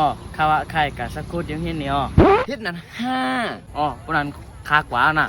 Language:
Shan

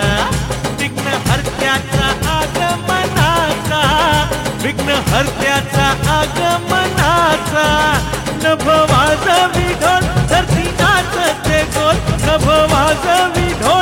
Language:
Marathi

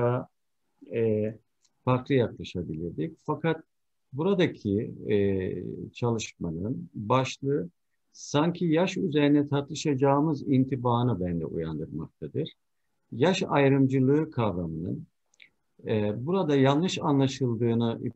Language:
Turkish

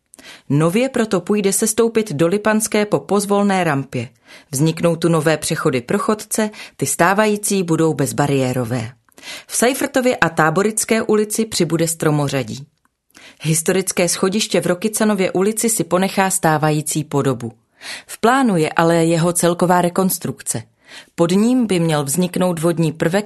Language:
Czech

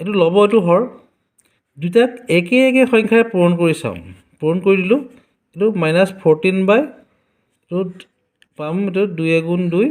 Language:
Assamese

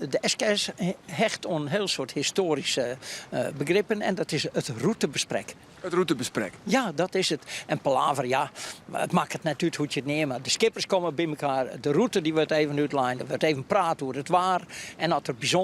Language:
Western Frisian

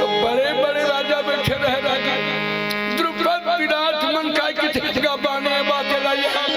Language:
Chhattisgarhi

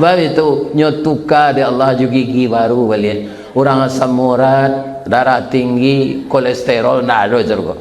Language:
Minangkabau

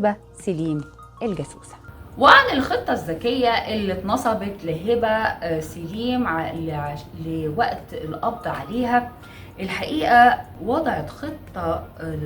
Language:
Egyptian Arabic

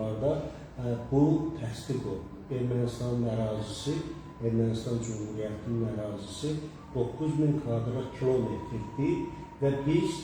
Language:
Azerbaijani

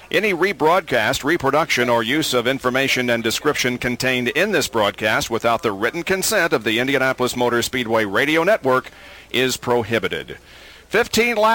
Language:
English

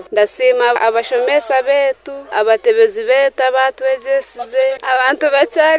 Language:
Nyoro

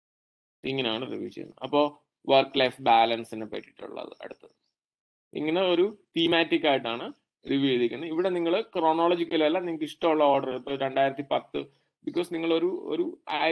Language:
Malayalam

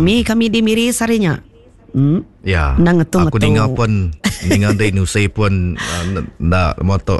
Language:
Iban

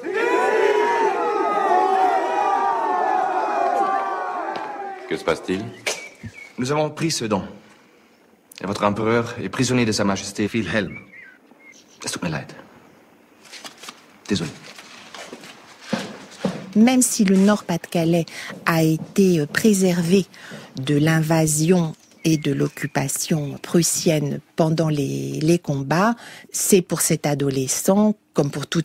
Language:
French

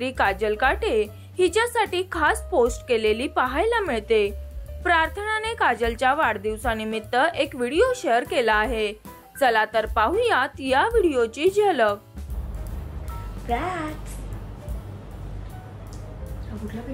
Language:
Marathi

